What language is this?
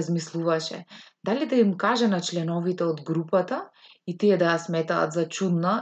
Macedonian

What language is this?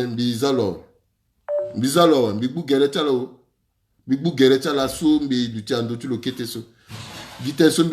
Sango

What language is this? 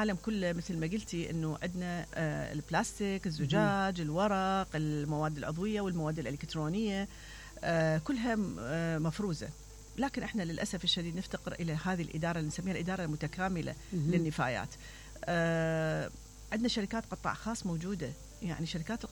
Mesopotamian Arabic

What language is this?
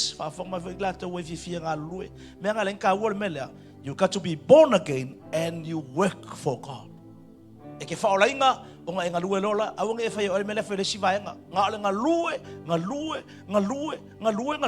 Samoan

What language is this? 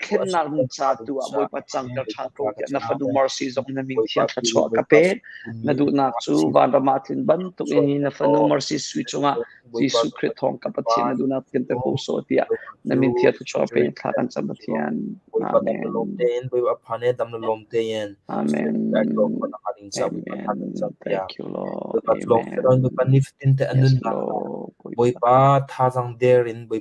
Hakha Chin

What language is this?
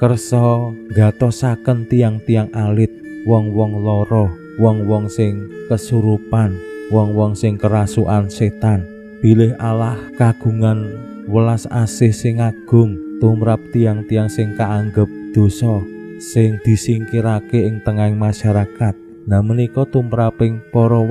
Javanese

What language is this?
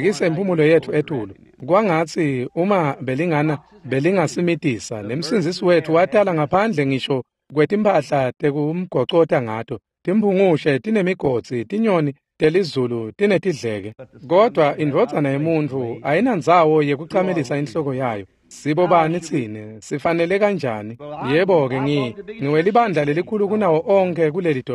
Swati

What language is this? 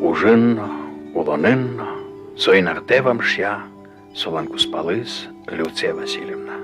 Udmurt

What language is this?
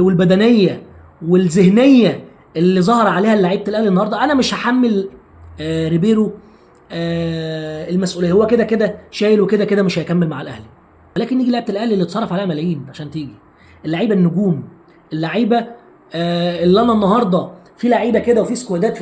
Egyptian Arabic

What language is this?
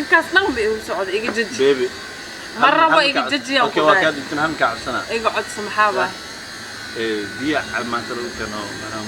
Somali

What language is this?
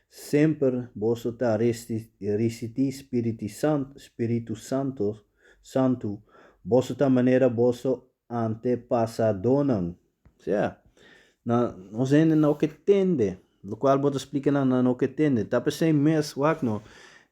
Papiamento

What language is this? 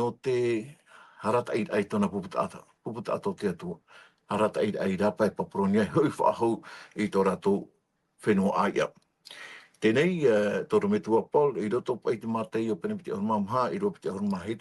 Tahitian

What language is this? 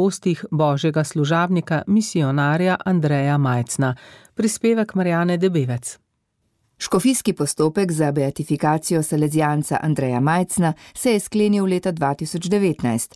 Slovenian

